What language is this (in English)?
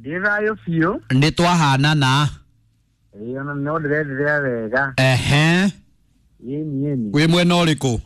Kikuyu